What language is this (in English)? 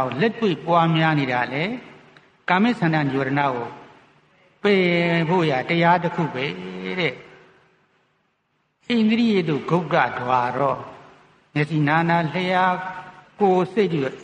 Burmese